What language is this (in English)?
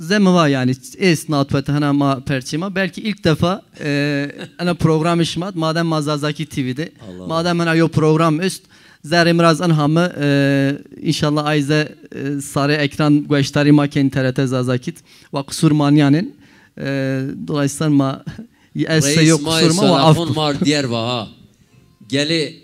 Zaza